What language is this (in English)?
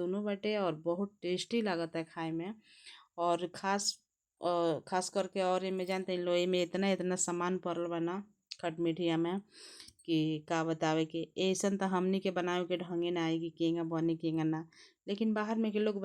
Bhojpuri